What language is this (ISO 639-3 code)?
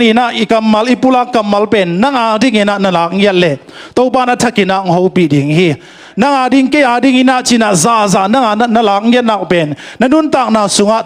ctd